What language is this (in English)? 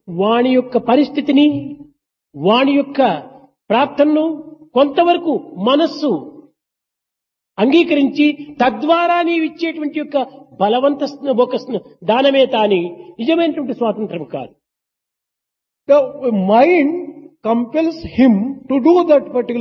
Telugu